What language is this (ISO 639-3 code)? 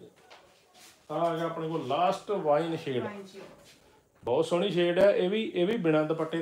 pan